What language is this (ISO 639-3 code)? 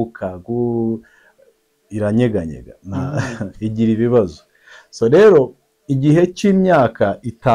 kin